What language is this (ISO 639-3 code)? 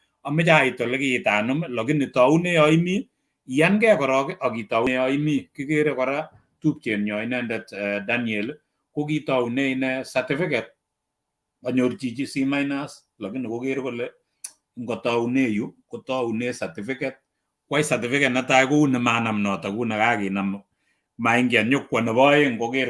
kln